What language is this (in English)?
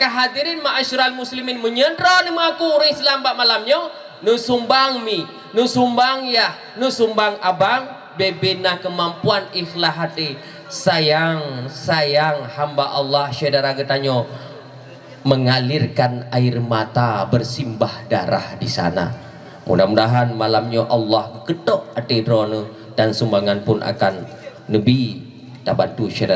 Achinese